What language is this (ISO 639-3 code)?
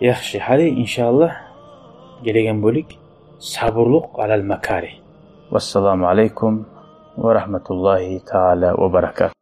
kum